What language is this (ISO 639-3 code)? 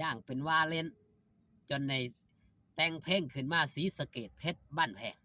tts